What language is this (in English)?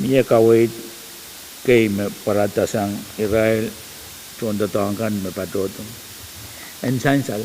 Pohnpeian